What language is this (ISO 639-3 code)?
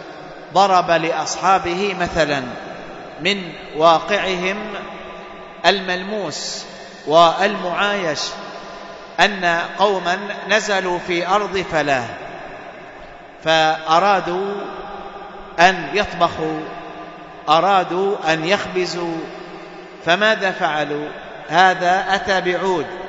ara